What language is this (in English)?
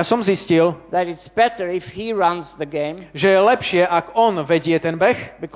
Slovak